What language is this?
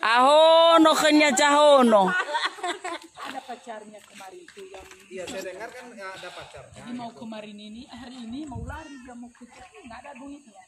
Nias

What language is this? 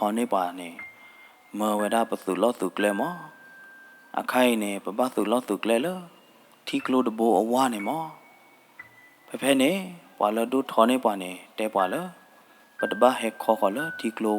S'gaw Karen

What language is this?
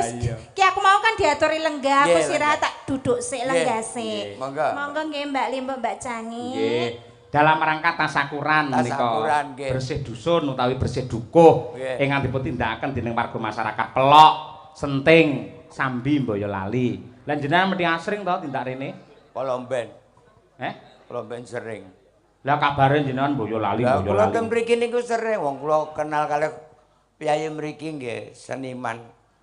Javanese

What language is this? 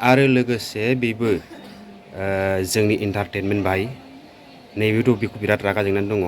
Bodo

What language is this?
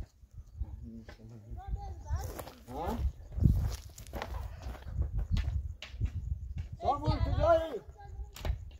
Persian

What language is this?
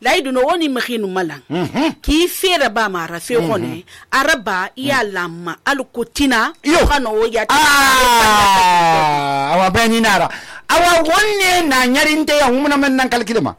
Susu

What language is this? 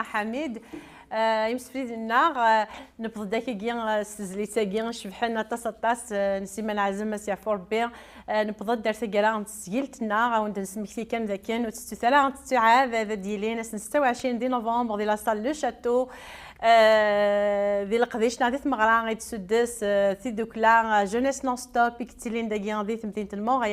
Kabyle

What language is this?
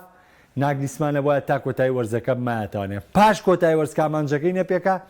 Central Kurdish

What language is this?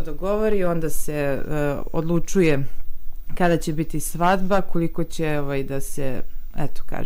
Serbian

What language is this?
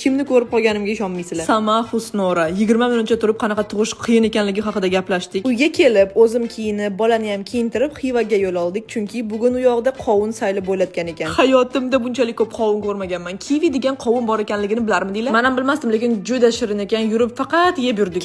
Uzbek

